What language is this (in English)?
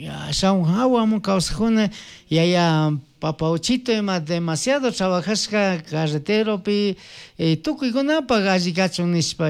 Chimborazo Highland Quichua